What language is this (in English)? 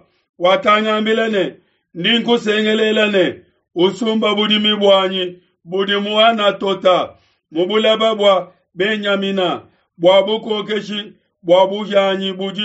Luba-Lulua